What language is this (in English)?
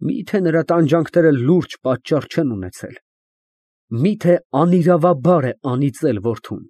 Armenian